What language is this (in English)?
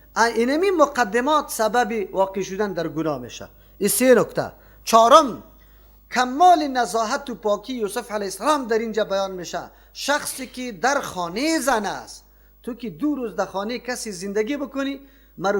Persian